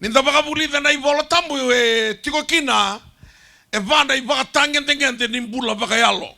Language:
Fijian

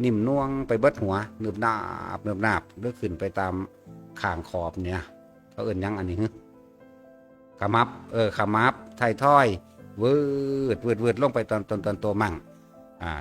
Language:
Northeastern Thai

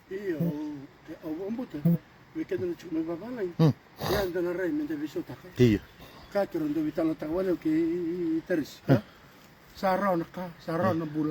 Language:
Fijian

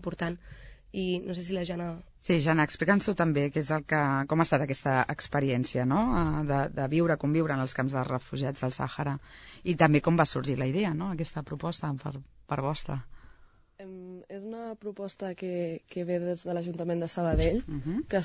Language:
Catalan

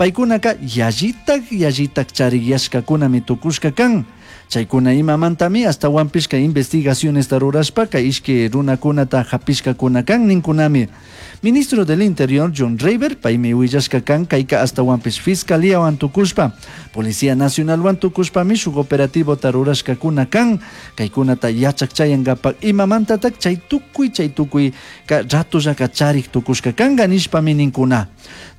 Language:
Chimborazo Highland Quichua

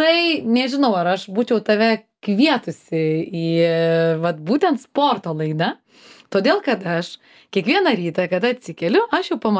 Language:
Lithuanian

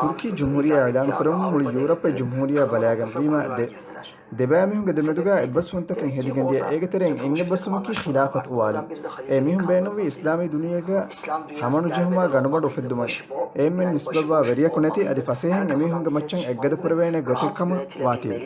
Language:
Divehi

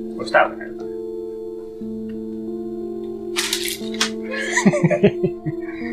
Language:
Finnish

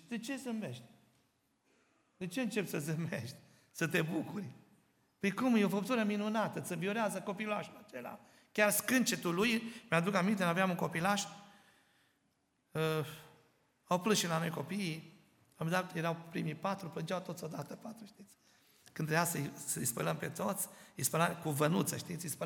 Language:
Romanian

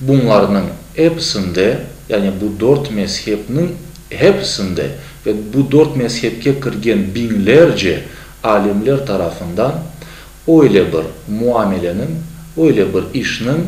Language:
Crimean Tatar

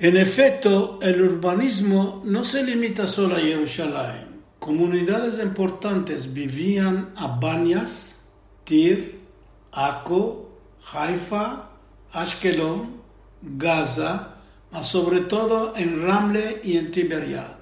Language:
Ladino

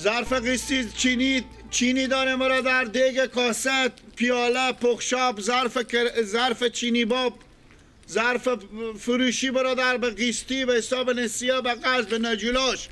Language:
Persian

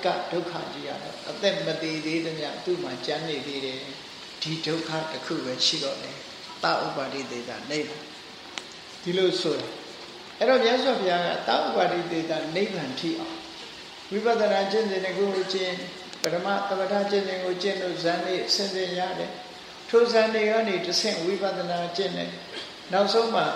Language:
Burmese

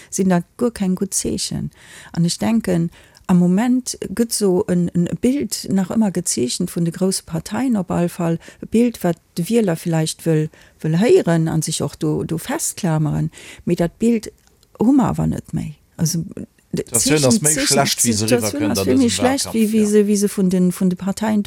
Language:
Luxembourgish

